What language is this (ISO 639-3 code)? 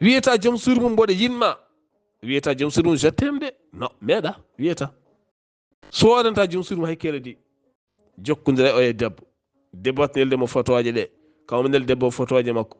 ful